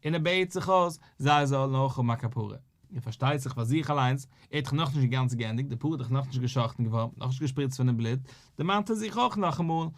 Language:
Yiddish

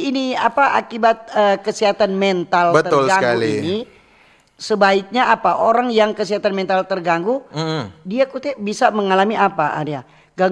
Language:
Manado Malay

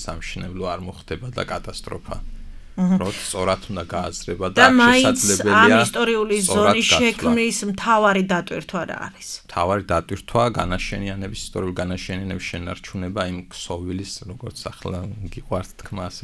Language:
Georgian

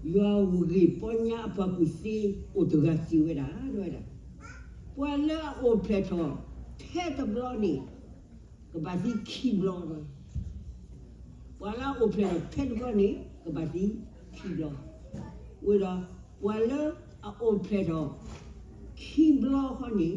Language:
S'gaw Karen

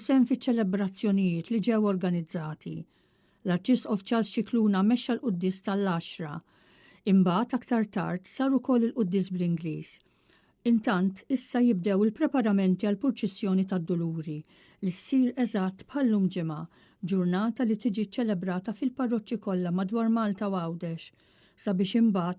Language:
Maltese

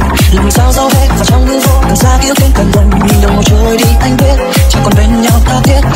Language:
Vietnamese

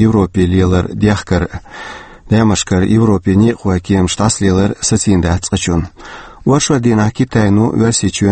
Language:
Chechen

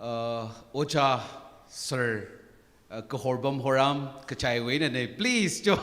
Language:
Tangkhul Naga (India)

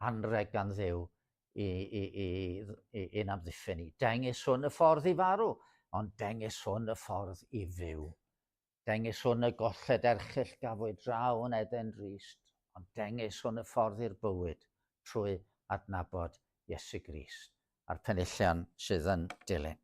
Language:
Welsh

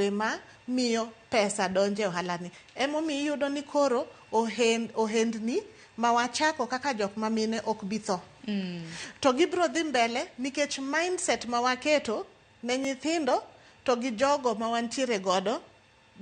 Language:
Luo (Kenya and Tanzania)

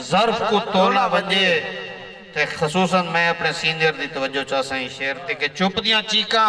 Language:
Saraiki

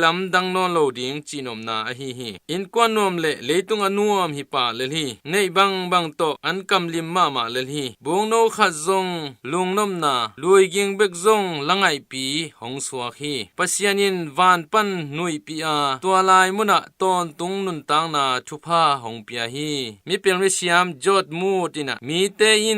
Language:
Tedim Chin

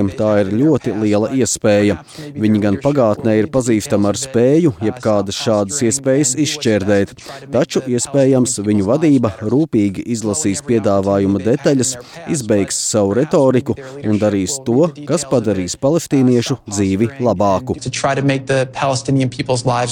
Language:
Latvian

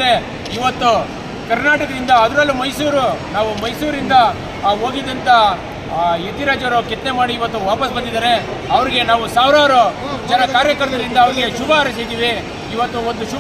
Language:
Kannada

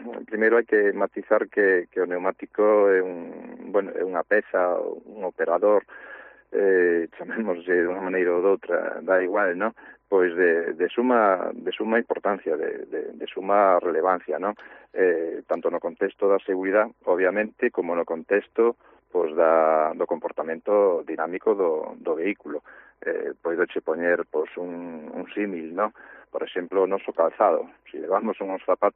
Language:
Galician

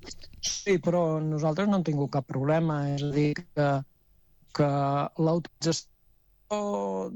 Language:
Catalan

